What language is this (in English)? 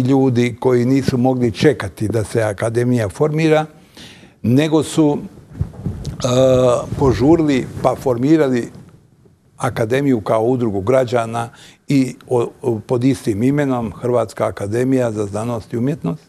Bosnian